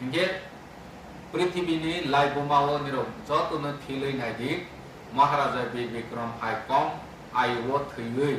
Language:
Kok Borok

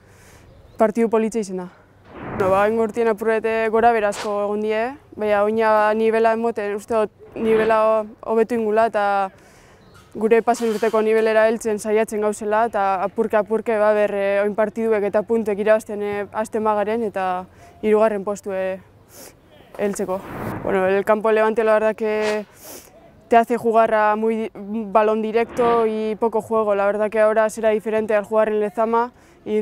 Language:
Basque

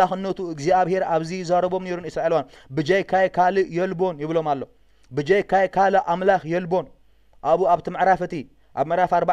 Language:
Tigrinya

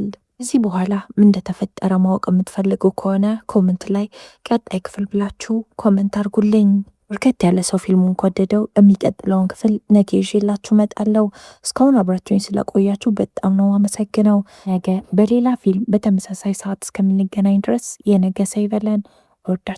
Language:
Amharic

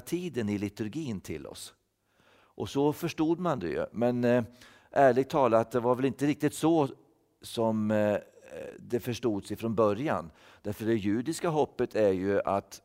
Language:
Swedish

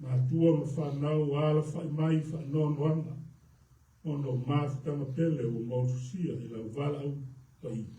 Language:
Samoan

